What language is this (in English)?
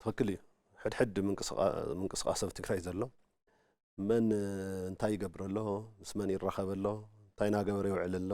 Tigrinya